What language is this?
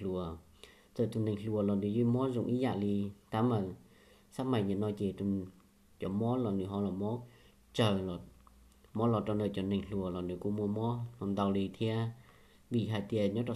Hmong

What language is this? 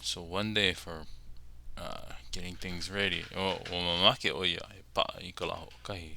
Hawaiian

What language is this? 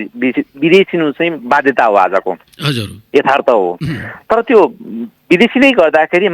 Nepali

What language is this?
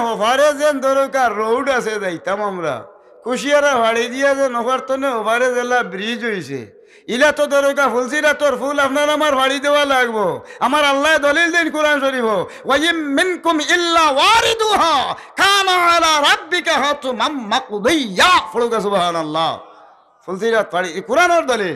Sylheti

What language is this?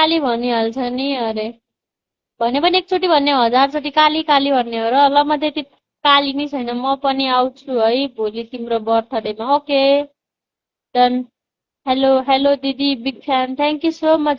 Nepali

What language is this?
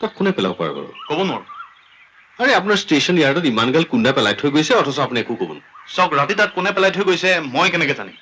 Assamese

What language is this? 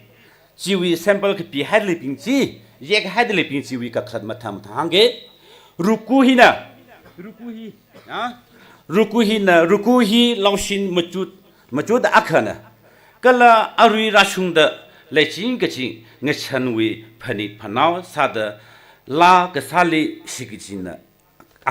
Tangkhul Naga (India)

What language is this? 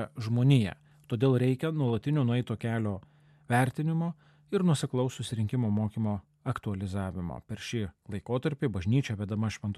Lithuanian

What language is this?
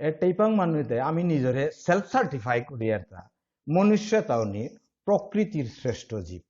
Bishnupriya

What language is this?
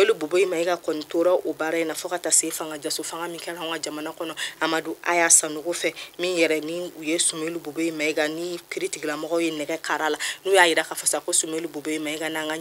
Bambara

